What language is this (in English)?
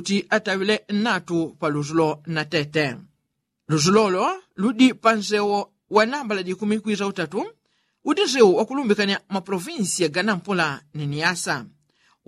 Yao